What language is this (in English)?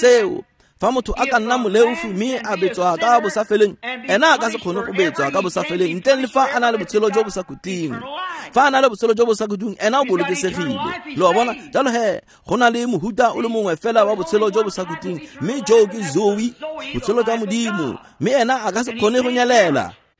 Tswana